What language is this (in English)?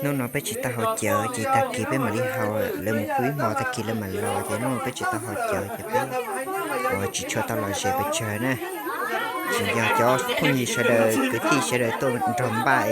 Hmong